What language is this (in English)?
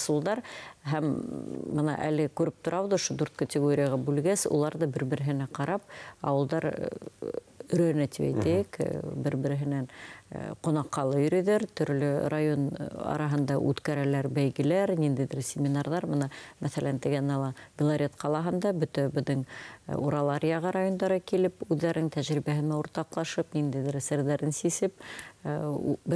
Bashkir